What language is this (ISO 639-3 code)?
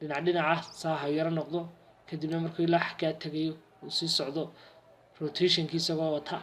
som